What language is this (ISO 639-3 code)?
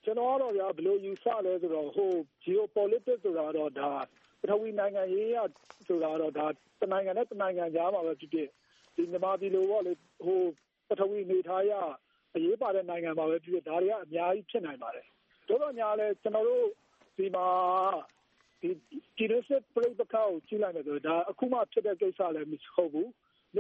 mya